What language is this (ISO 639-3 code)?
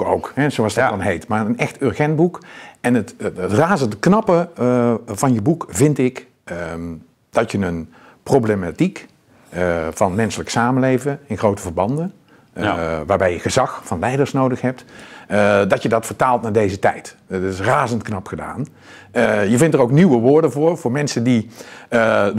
nld